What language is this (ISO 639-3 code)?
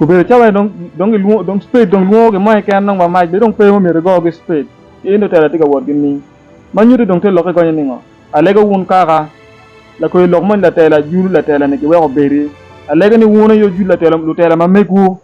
ach